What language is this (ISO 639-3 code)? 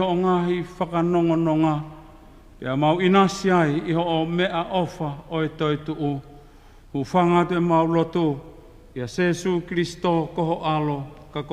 ton